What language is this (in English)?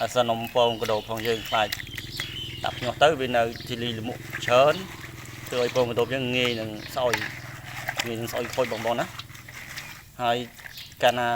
Khmer